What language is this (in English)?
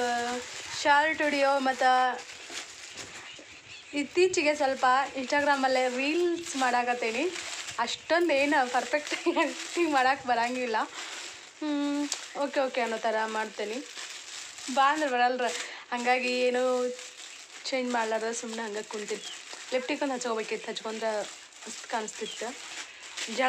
Kannada